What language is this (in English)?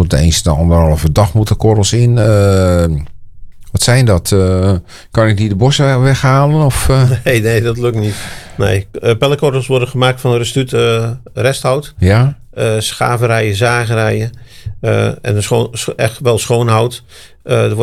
Dutch